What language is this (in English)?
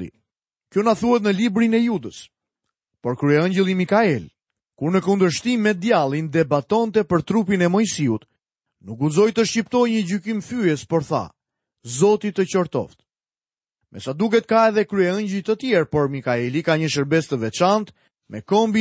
Albanian